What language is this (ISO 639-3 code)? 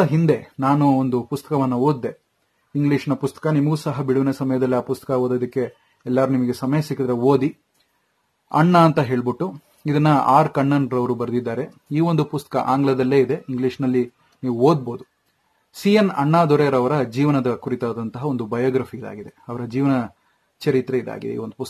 kan